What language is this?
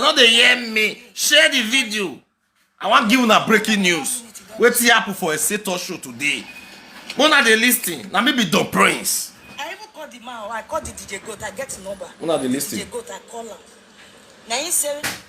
Nigerian Pidgin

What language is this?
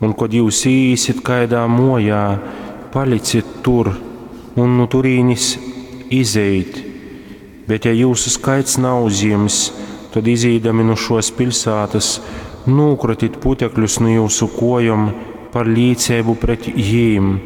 Latgalian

